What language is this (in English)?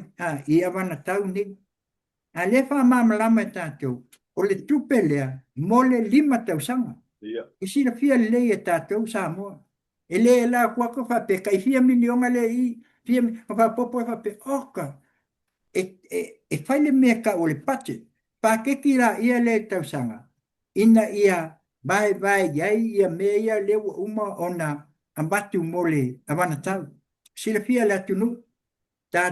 Samoan